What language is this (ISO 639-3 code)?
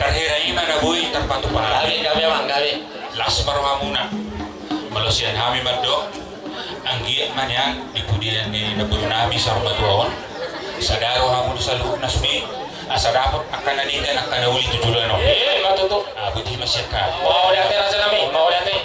bbc